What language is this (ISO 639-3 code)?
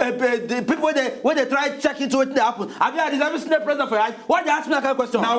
pcm